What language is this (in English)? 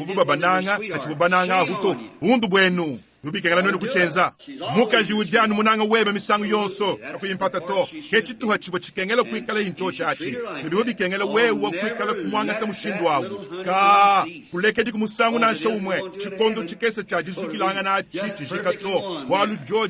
Luba-Lulua